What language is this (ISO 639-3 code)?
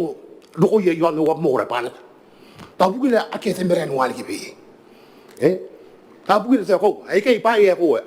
gil